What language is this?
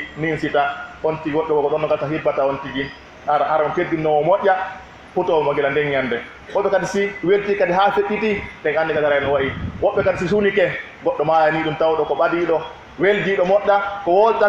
Pular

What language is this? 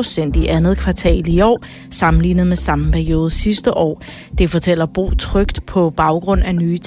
Danish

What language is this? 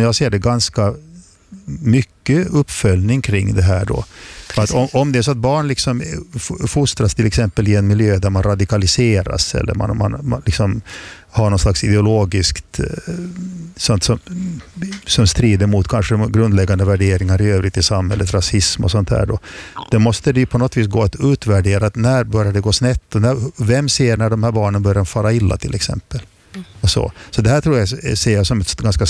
Swedish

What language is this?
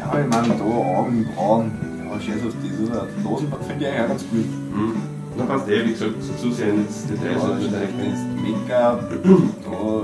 Bavarian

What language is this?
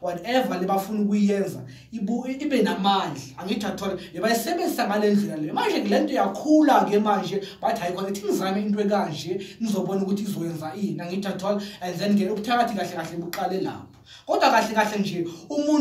Zulu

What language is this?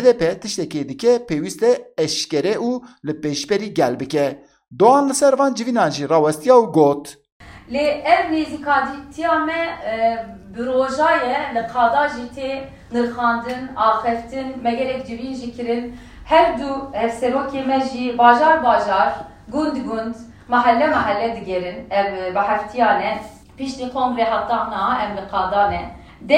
Kurdish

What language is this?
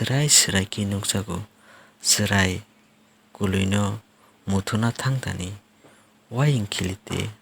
Kok Borok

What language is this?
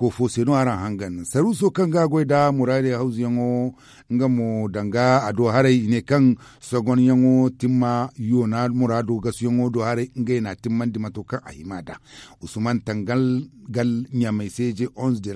Zarma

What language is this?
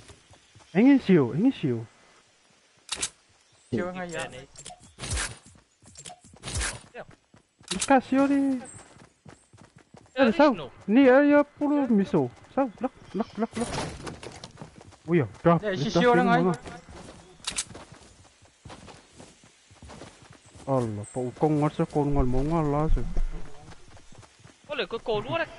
Malay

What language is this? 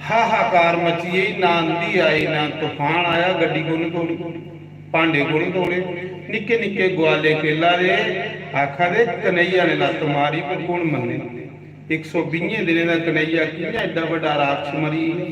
Dogri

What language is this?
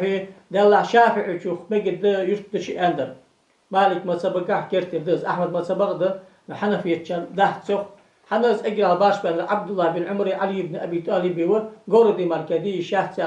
Ingush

